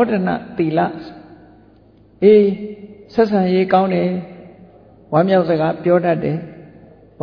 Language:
Burmese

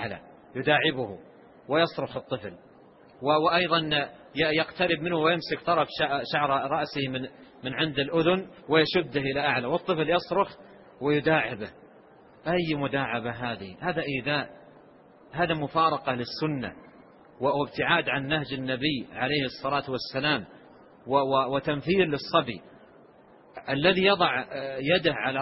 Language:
Arabic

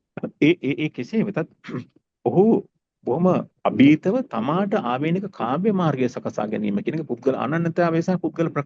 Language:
Sinhala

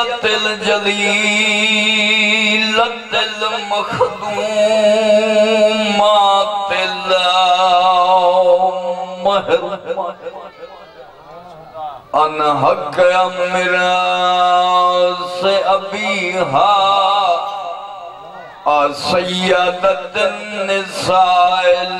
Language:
Saraiki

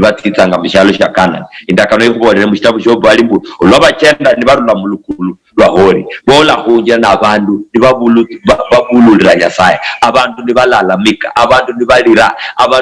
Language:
Luyia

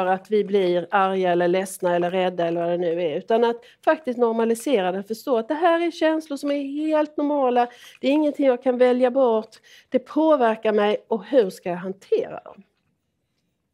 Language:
Swedish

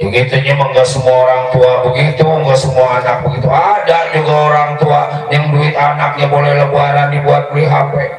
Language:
Betawi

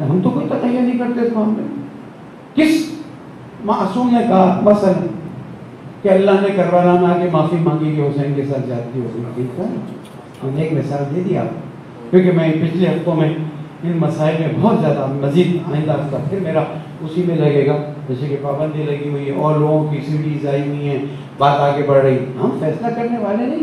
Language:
Urdu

